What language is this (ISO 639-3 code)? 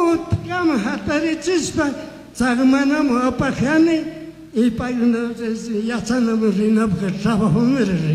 qug